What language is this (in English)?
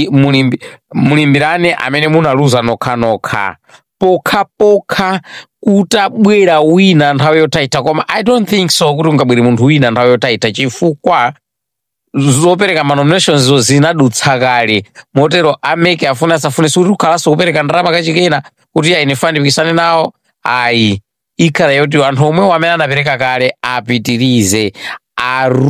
Nyanja